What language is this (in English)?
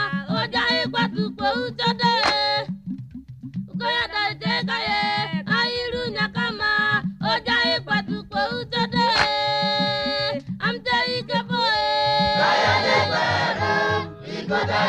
Czech